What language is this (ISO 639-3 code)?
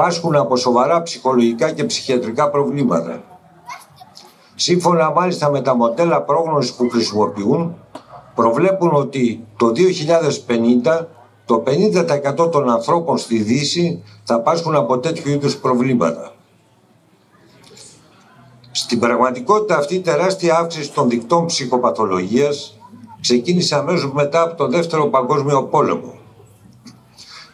ell